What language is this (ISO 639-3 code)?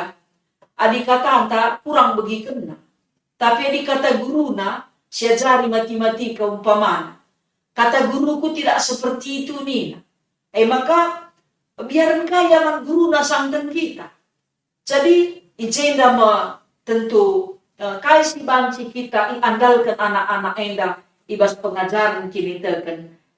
btx